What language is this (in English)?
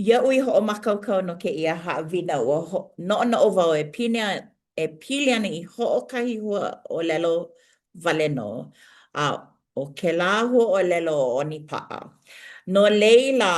Hawaiian